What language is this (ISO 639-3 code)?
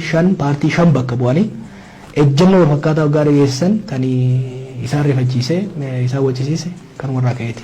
orm